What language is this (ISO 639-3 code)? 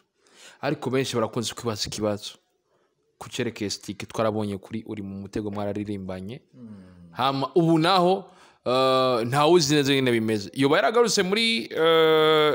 run